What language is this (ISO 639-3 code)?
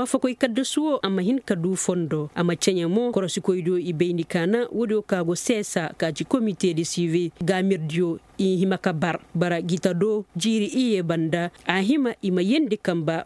ses